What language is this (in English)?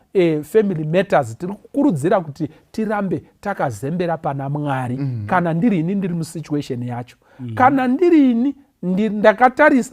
Shona